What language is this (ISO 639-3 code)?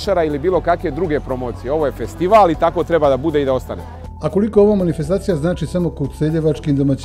srp